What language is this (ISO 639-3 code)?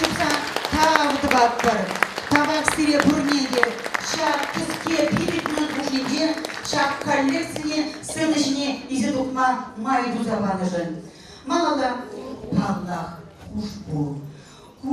chv